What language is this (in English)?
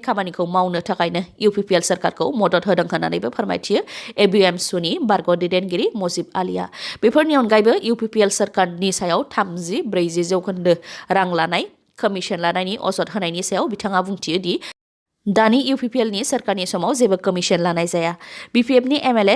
Bodo